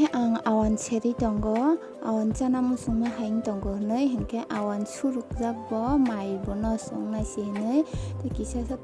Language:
Kok Borok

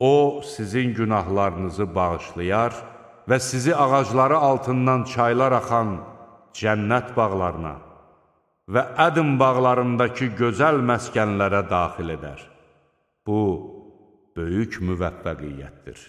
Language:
Azerbaijani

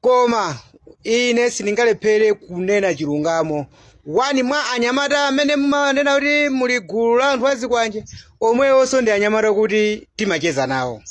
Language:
Nyanja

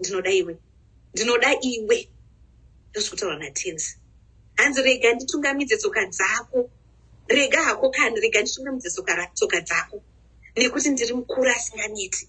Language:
Shona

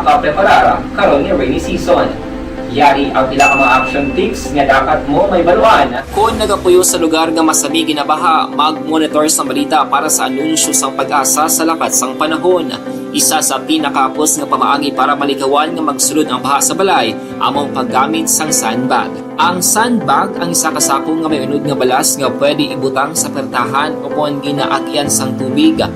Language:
Hiligaynon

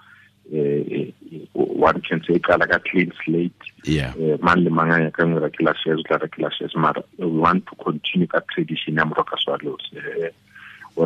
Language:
Tswana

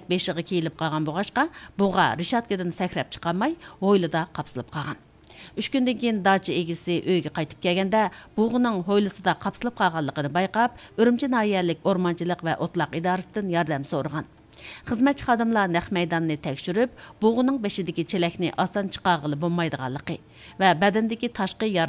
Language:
Uyghur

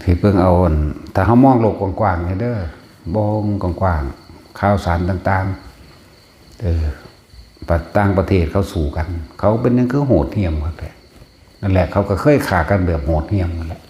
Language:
Lao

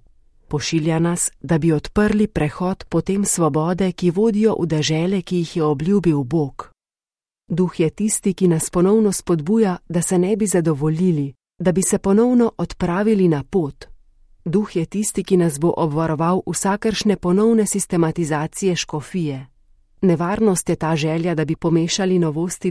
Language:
Slovenian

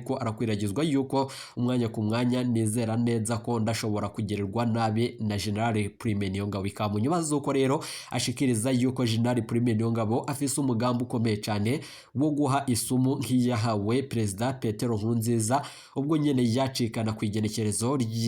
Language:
Rundi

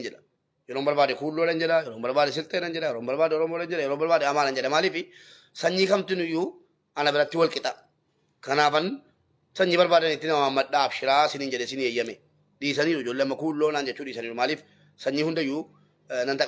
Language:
Oromo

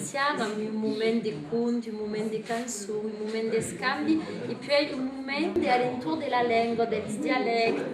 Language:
Occitan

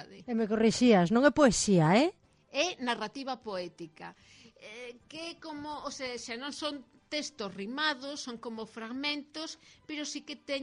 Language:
Galician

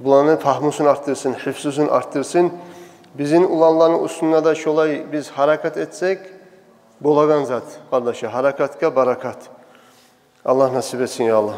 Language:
Kumyk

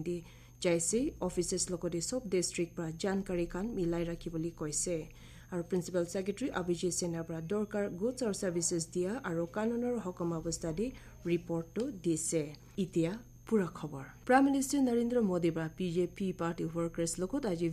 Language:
Naga Pidgin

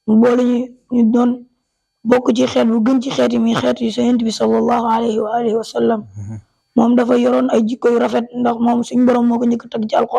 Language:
Wolof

